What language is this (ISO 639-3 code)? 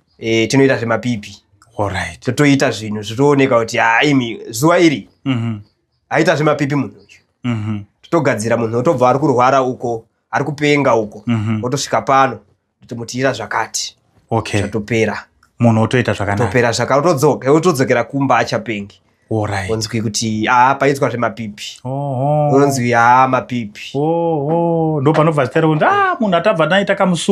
sna